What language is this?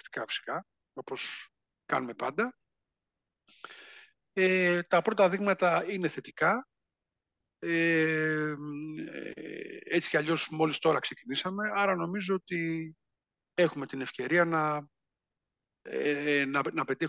Greek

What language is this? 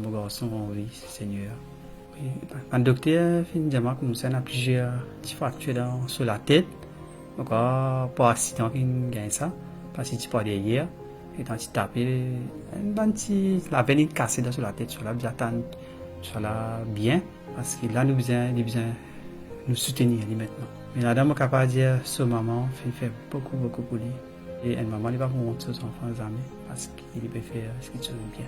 Morisyen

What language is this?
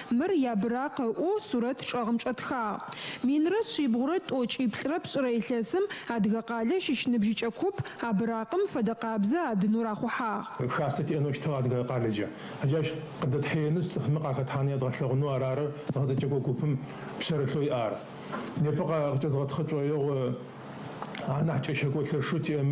Adyghe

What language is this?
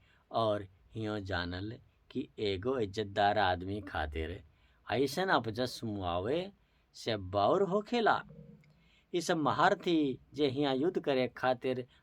Bhojpuri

